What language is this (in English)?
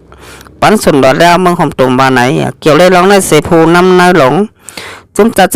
Shan